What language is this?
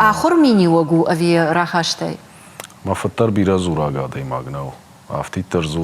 Ossetic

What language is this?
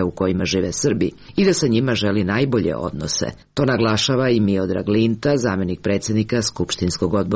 Serbian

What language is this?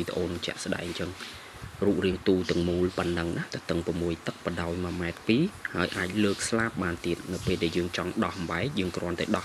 Khmer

